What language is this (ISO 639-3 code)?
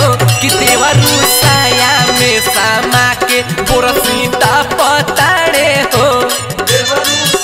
bho